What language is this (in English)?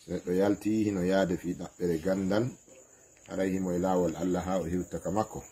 Fula